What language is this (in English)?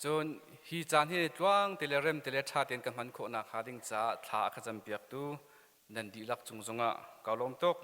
Hakha Chin